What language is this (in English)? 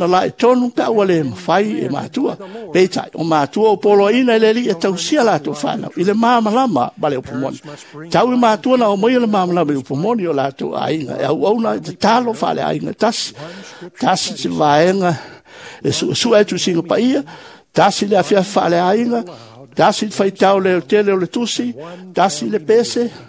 Samoan